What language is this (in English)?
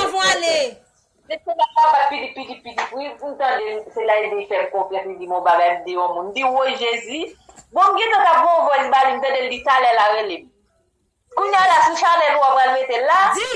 Haitian Creole